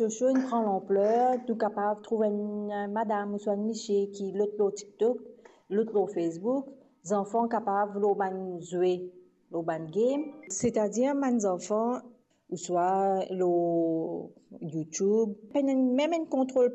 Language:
Morisyen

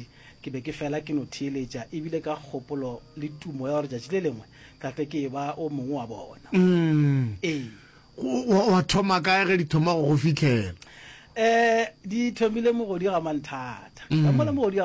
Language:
Northern Sotho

